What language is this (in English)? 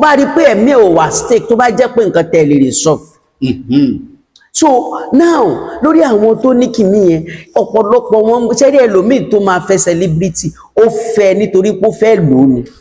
Yoruba